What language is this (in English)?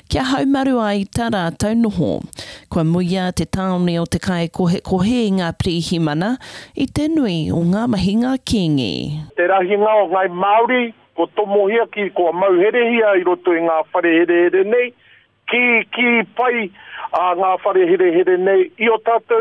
Māori